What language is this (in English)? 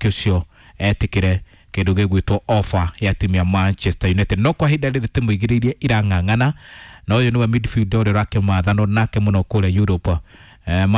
Kikuyu